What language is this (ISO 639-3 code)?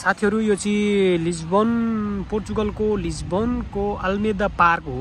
nep